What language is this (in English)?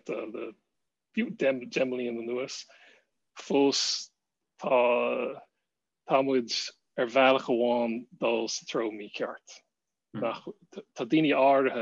Irish